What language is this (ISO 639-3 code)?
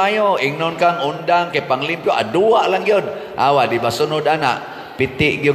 ceb